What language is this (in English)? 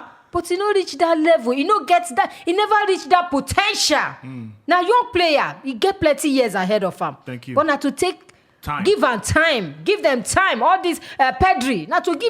Nigerian Pidgin